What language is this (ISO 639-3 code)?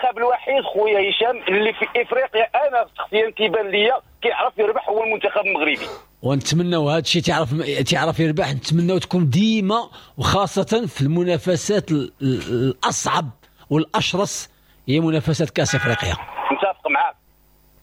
ary